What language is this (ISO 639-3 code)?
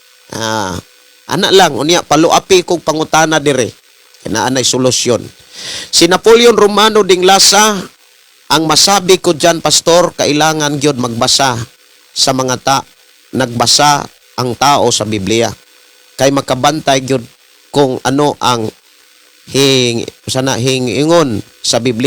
ceb